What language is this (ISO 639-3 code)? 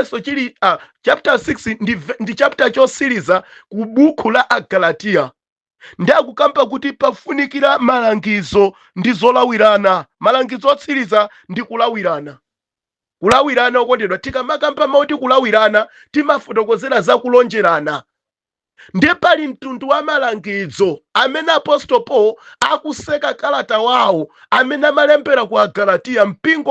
nya